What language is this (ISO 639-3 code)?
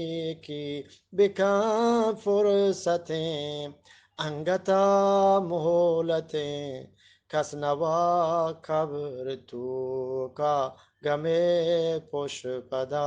bgp